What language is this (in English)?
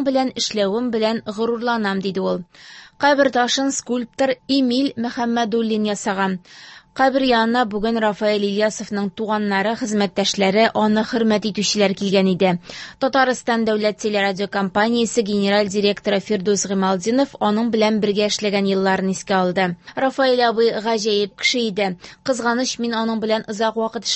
Tatar